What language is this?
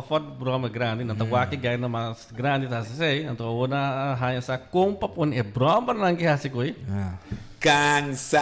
Papiamento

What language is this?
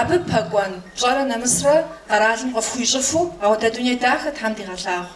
Kabardian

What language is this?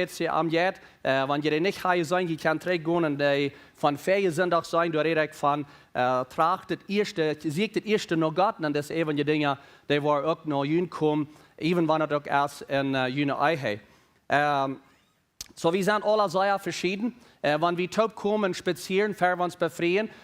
Plautdietsch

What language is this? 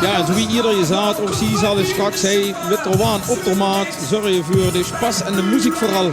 Limburgish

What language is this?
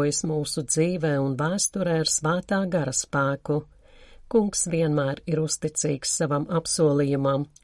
Latvian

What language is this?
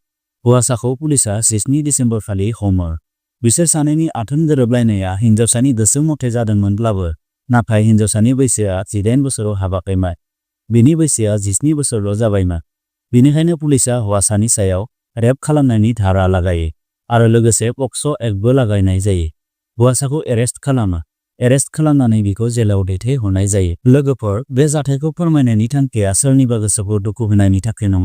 Bodo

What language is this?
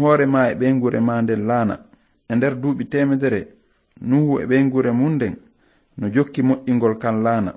Fula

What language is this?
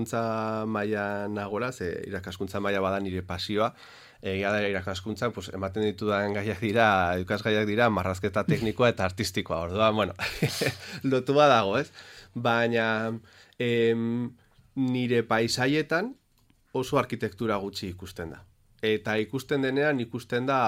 Basque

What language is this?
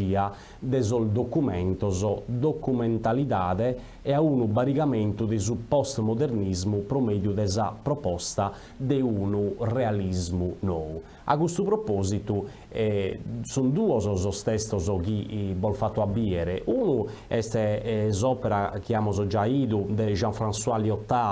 Sardinian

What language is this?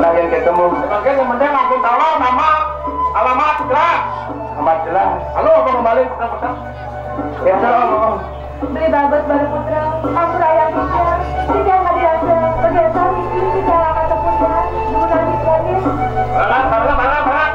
Balinese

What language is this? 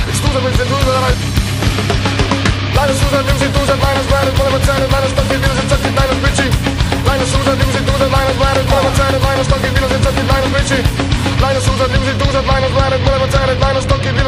Estonian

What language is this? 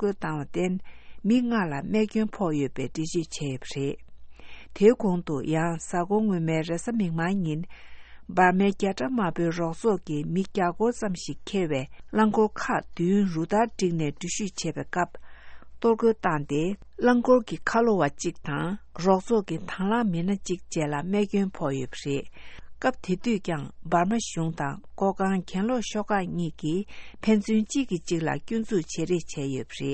Tibetan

